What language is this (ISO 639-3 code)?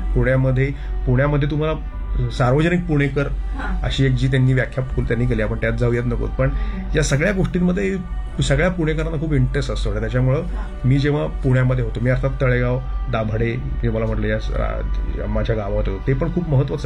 mar